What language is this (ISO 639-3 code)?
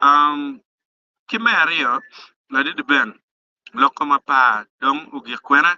ach